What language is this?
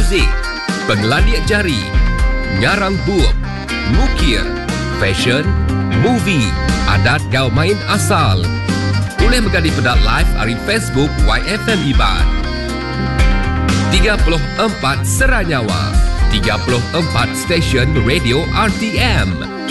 Iban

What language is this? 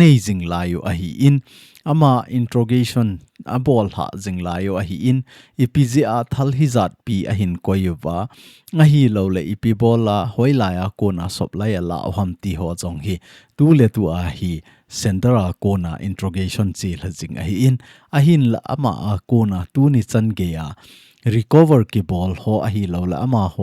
Thado Chin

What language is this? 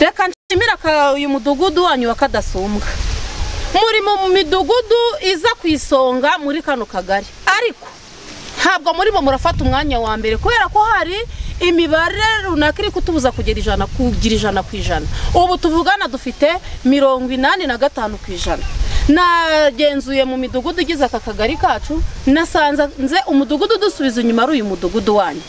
Kinyarwanda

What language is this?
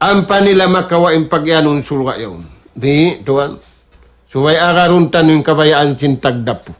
Tausug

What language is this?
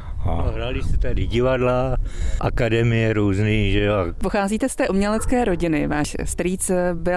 Czech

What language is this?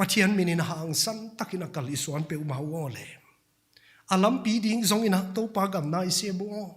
Paite Chin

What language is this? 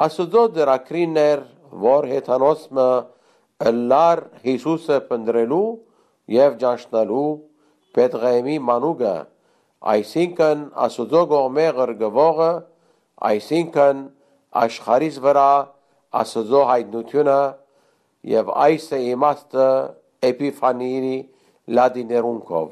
Western Armenian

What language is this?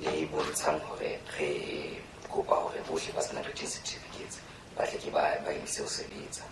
Southern Sotho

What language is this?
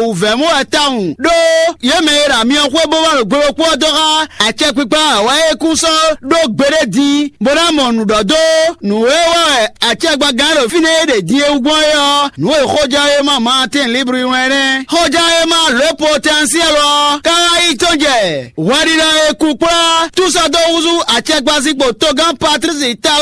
Fon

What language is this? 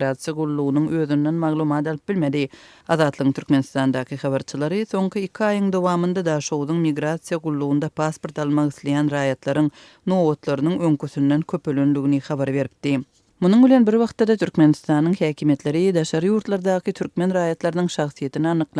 Turkmen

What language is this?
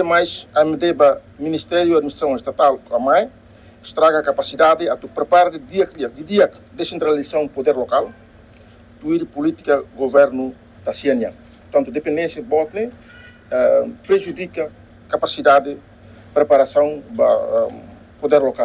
Tetum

